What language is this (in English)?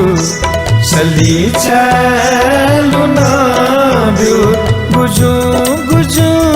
Newari